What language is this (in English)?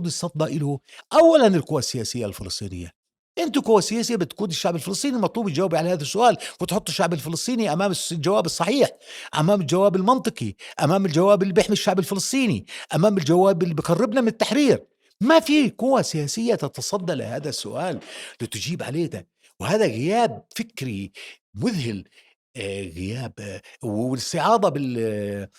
North Levantine Arabic